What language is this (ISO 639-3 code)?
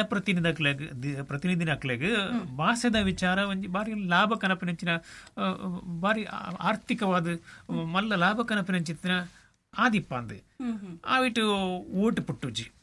tcy